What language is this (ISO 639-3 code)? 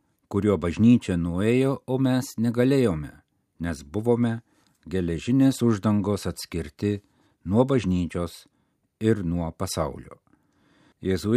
lit